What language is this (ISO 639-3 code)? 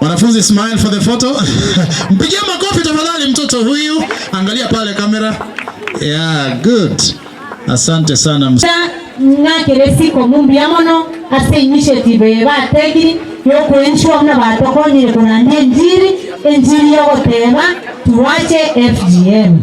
guz